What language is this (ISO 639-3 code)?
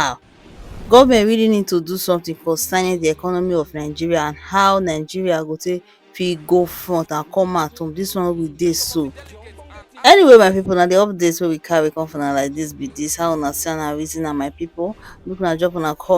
pcm